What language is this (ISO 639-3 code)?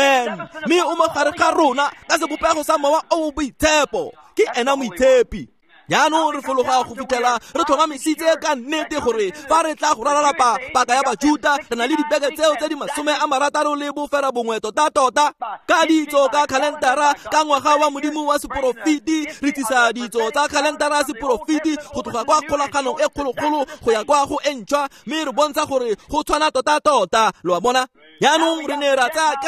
tsn